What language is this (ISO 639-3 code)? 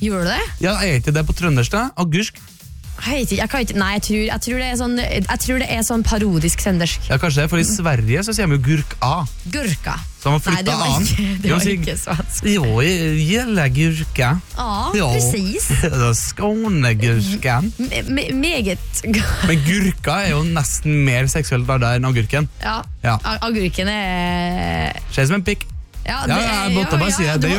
nor